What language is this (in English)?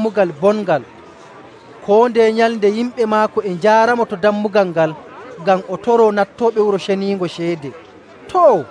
Nigerian Fulfulde